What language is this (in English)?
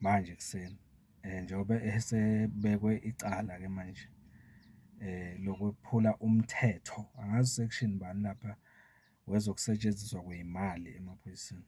Zulu